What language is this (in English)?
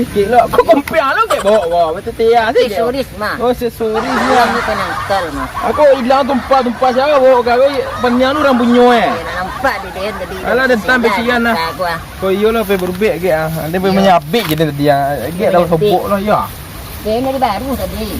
Minangkabau